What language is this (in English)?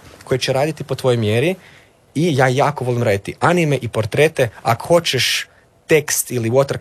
Croatian